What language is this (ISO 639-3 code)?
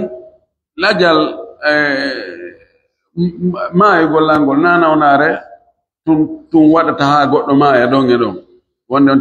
fuf